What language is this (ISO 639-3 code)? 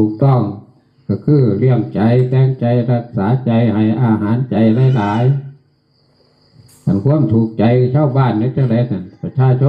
tts